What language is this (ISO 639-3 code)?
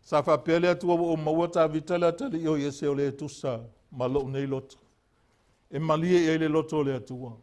smo